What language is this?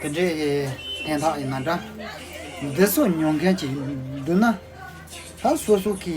Tibetan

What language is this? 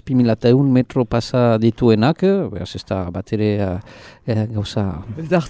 Basque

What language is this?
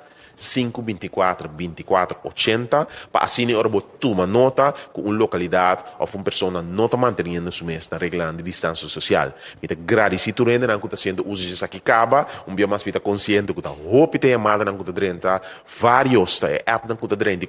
Papiamento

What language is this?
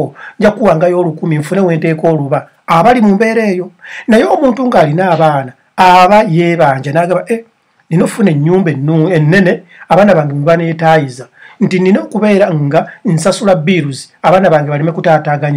Ganda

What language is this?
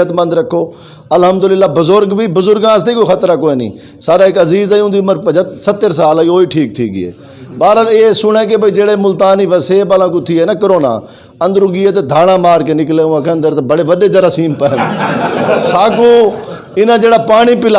Saraiki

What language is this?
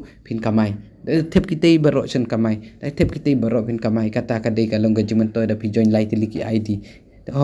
Khasi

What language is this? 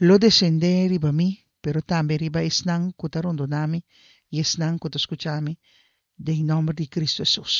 Papiamento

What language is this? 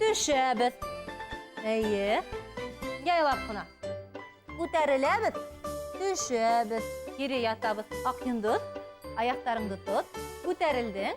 Bashkir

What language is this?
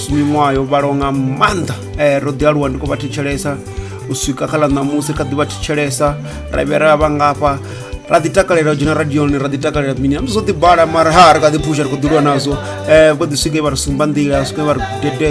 Venda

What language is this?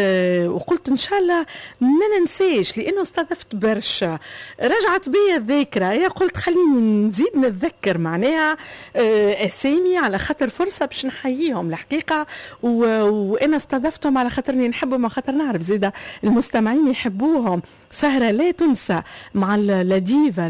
Tunisian Arabic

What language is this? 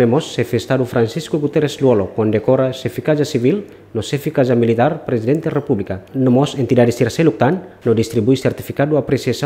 Tetum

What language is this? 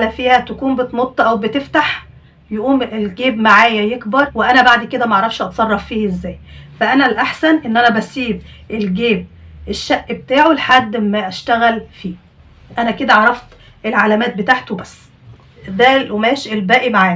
Egyptian Arabic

